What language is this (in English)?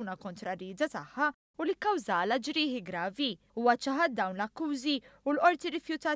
Maltese